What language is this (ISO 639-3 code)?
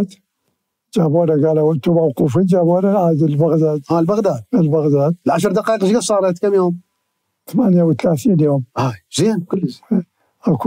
acm